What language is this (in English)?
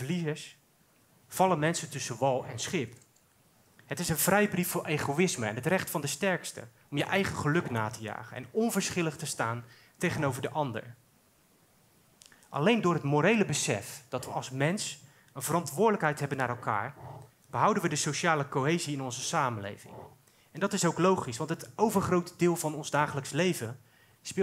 Dutch